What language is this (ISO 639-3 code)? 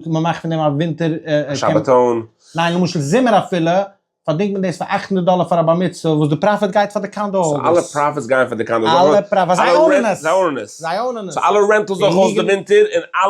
yid